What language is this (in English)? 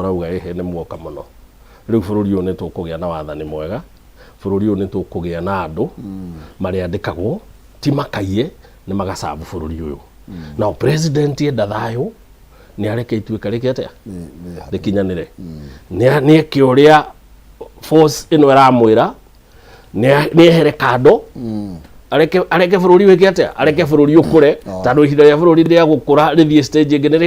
Kikuyu